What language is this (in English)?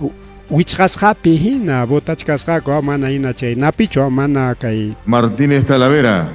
Ayacucho Quechua